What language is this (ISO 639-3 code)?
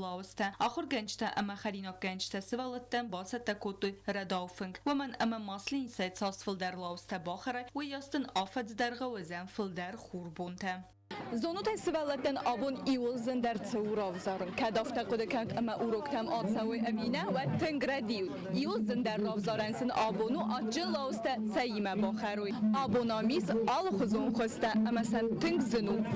oss